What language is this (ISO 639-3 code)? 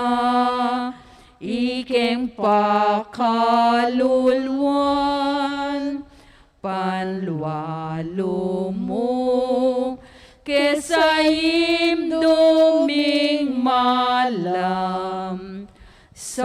pam